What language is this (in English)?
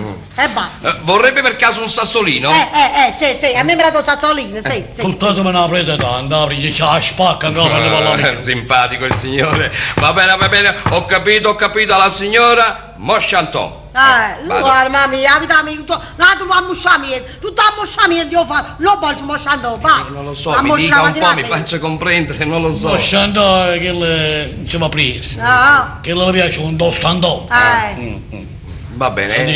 Neapolitan